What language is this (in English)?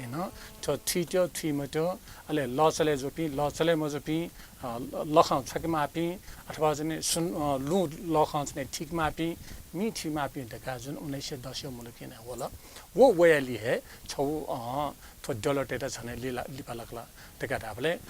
Newari